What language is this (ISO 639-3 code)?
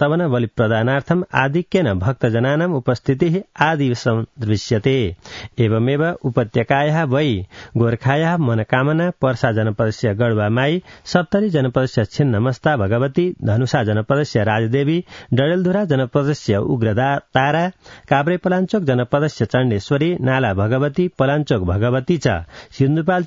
san